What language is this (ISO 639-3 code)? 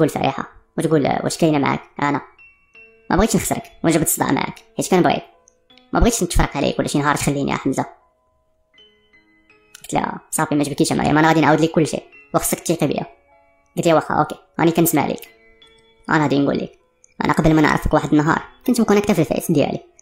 ary